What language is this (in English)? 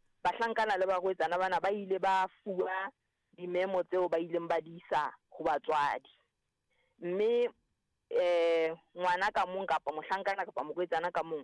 Southern Sotho